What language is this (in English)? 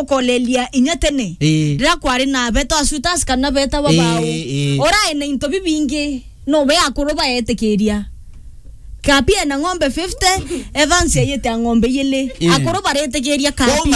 Meru